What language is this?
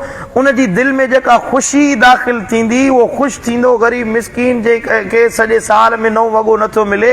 Sindhi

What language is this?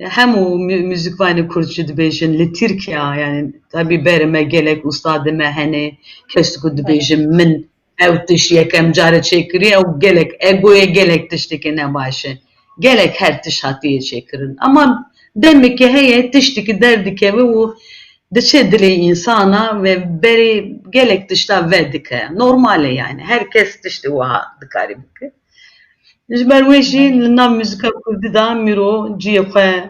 Kurdish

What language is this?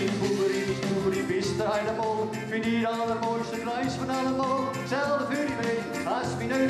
Gronings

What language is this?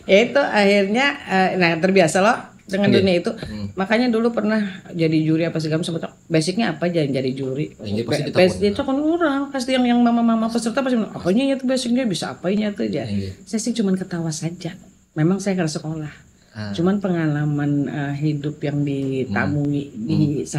Banjar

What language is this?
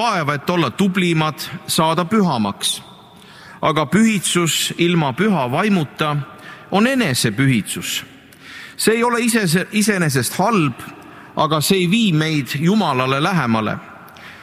Estonian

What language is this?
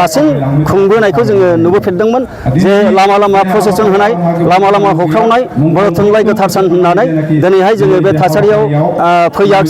Bodo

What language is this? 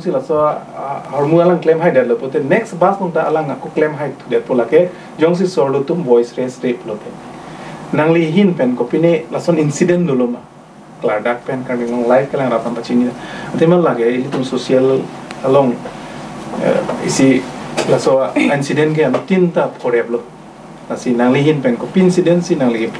Karbi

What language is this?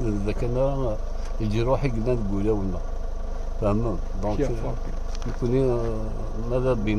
Kabyle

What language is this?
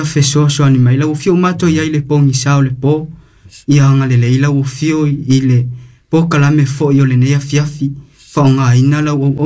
Samoan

